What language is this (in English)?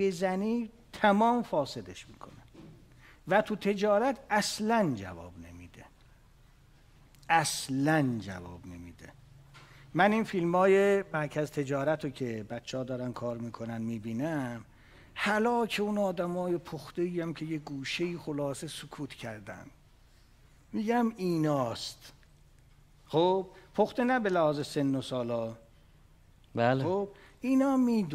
Persian